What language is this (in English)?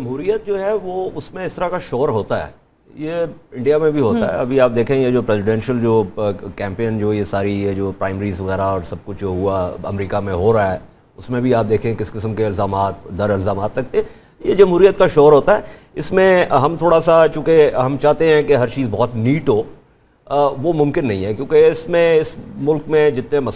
Urdu